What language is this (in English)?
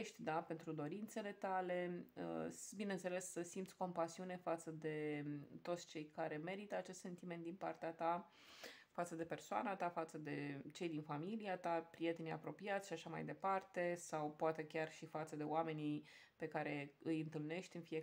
Romanian